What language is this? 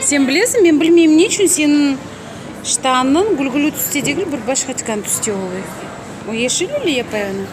Crimean Tatar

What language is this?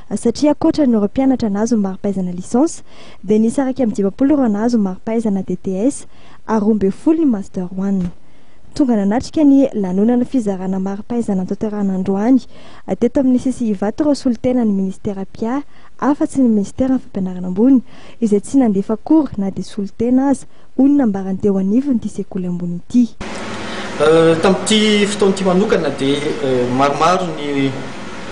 Malagasy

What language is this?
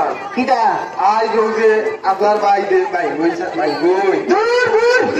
Sylheti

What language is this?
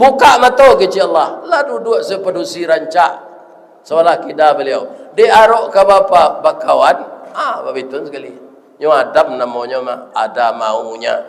Minangkabau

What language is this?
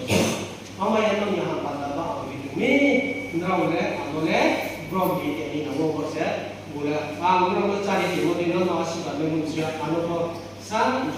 Riang (India)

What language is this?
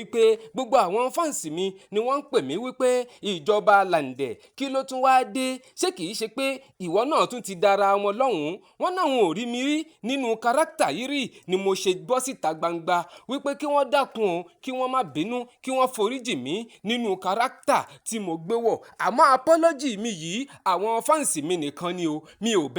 Yoruba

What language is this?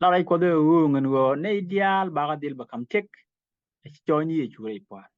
Nuer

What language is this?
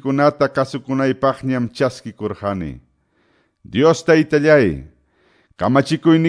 Quechua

